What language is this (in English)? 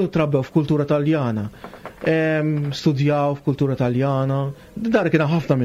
Maltese